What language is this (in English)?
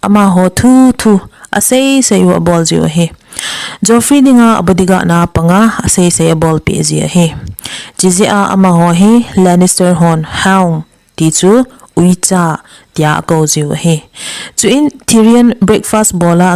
Thado Chin